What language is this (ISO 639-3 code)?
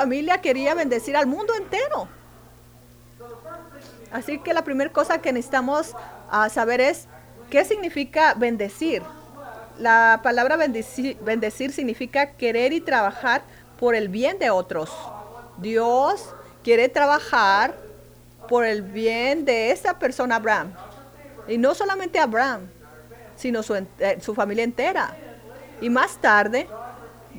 spa